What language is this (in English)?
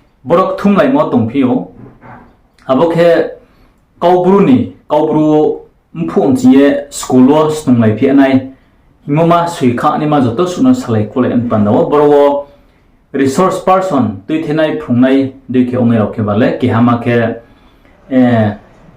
Riang (India)